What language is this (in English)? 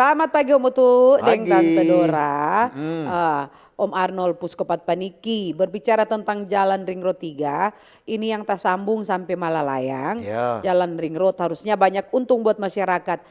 Manado Malay